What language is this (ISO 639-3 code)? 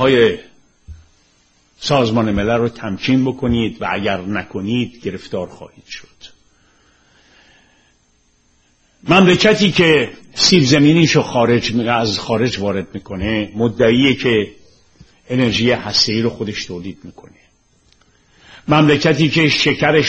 fas